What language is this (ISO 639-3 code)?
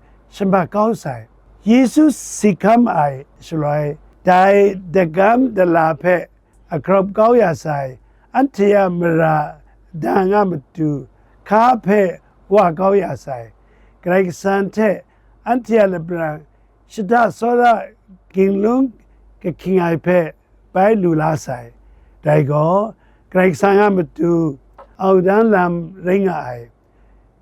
kac